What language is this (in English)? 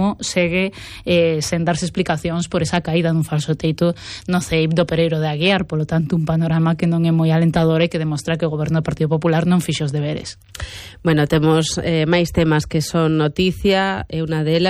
Galician